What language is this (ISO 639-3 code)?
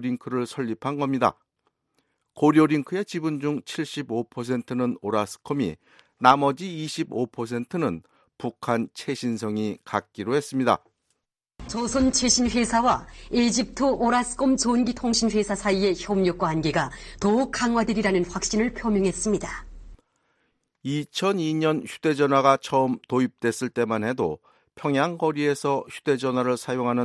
kor